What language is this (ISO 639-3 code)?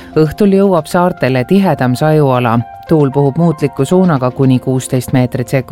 est